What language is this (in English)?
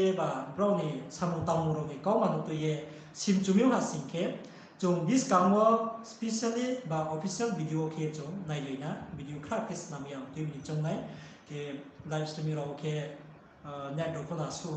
Riang (India)